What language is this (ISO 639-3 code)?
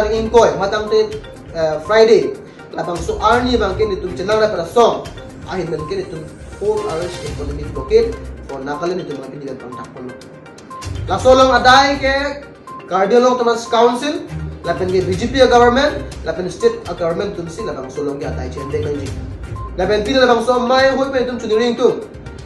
mjw